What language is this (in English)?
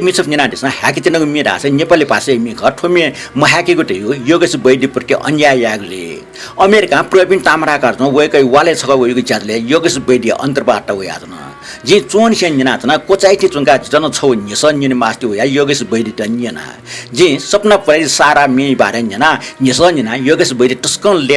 Newari